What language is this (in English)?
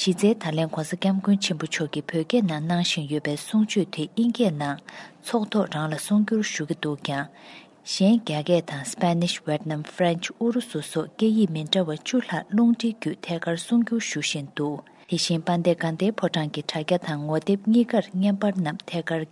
Tibetan